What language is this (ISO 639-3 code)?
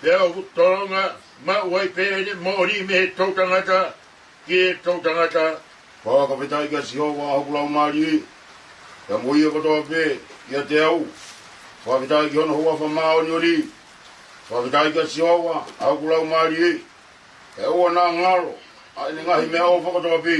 ton